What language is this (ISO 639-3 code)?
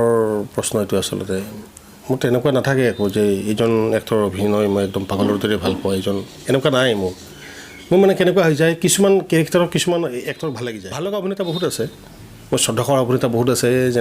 asm